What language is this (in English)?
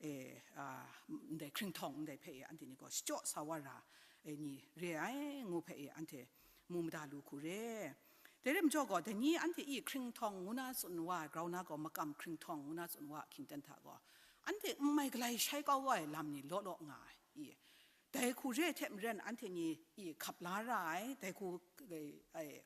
Kachin